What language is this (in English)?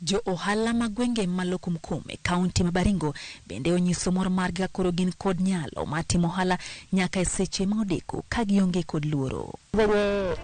Luo (Kenya and Tanzania)